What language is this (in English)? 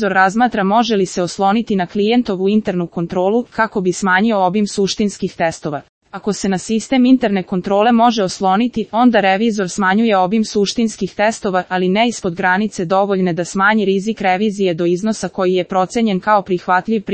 Serbian